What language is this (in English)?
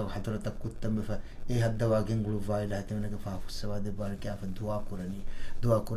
Divehi